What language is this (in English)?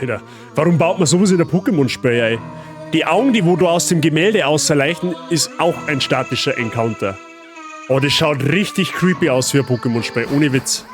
Bavarian